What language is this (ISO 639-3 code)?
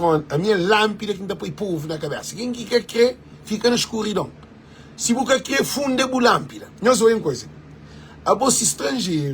kea